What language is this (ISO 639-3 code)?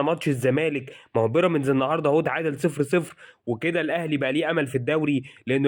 arz